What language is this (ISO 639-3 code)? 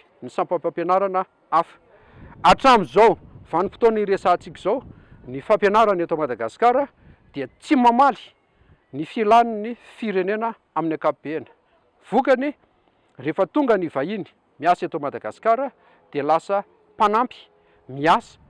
mlg